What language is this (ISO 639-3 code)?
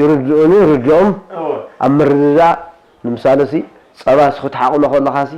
tir